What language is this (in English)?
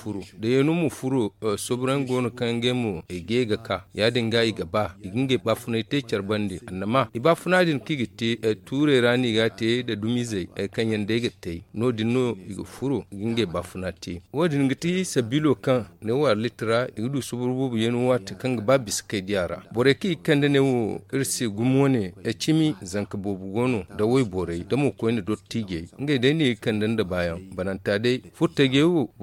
Zarma